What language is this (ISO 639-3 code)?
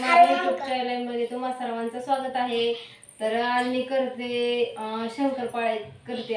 mar